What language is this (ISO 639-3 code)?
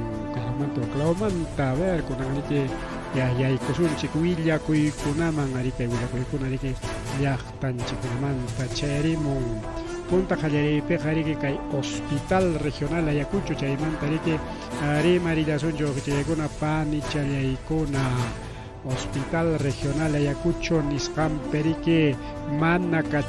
quy